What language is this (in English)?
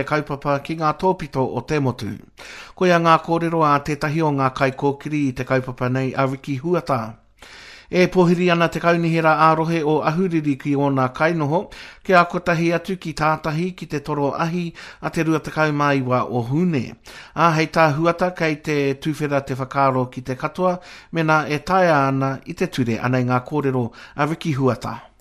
Māori